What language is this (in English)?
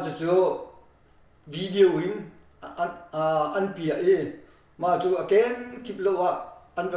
Hakha Chin